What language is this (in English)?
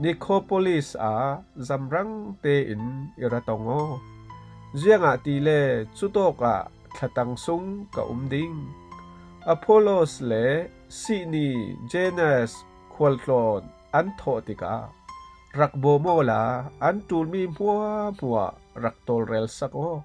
Falam Chin